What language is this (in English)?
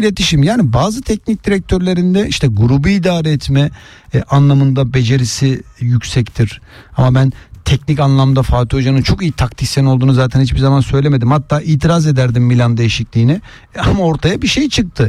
Turkish